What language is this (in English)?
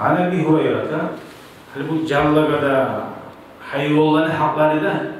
Kumyk